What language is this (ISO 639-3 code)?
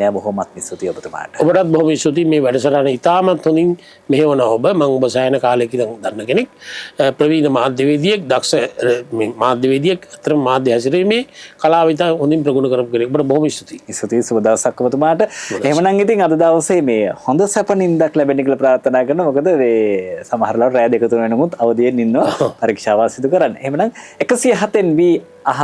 sin